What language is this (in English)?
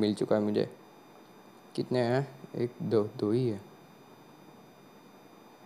Hindi